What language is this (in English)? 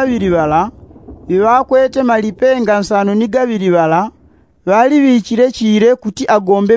Yao